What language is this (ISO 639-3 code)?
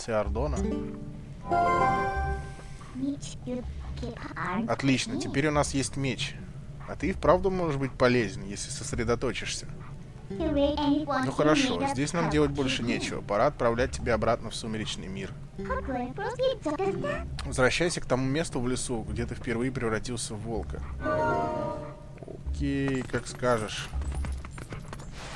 rus